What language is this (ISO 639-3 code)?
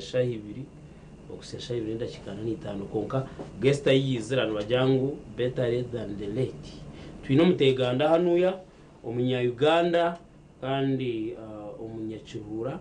nyn